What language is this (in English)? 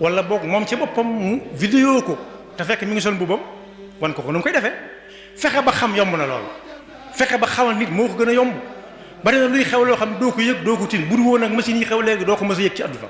Wolof